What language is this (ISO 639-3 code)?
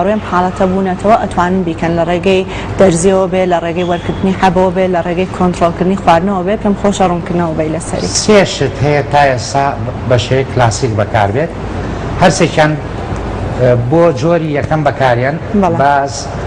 ckb